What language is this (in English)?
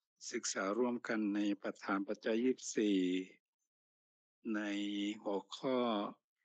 Thai